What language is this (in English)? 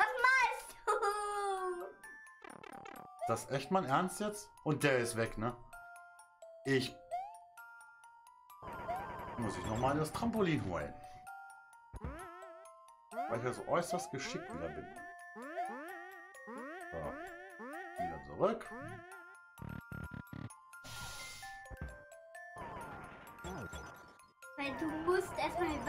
German